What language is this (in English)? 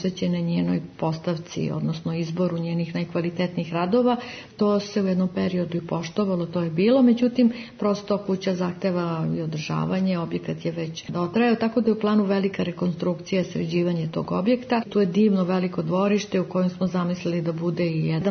Serbian